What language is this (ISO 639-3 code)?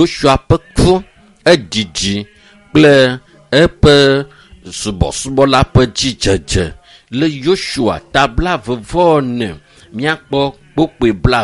ewe